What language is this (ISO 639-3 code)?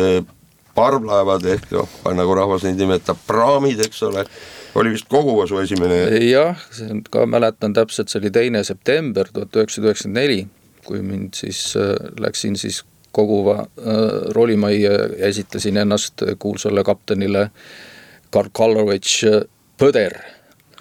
est